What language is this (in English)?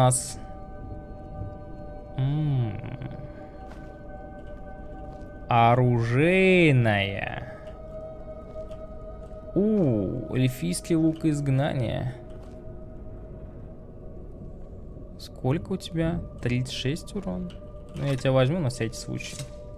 Russian